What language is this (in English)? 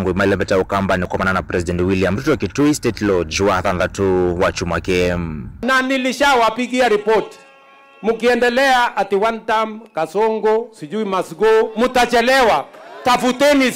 Kamba